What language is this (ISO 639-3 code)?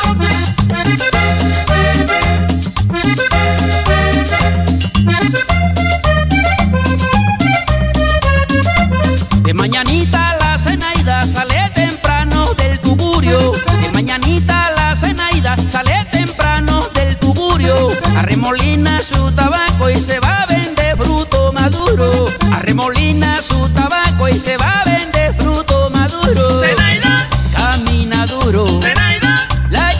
spa